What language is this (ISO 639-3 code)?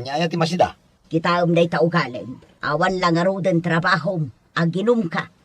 ilo